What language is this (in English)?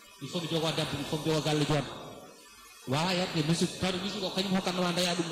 Fula